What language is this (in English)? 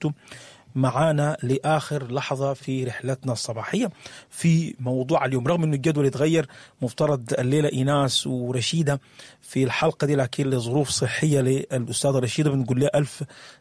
Sudanese Arabic